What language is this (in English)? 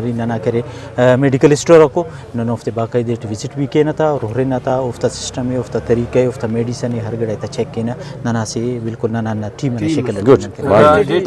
Brahui